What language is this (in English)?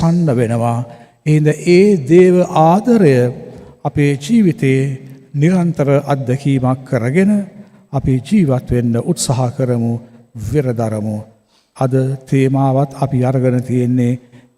Sinhala